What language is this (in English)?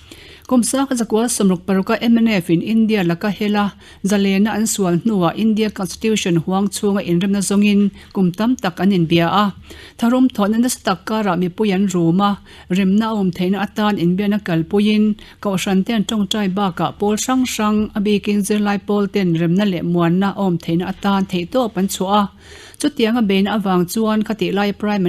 Mizo